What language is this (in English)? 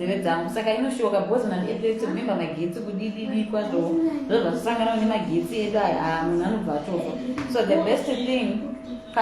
Shona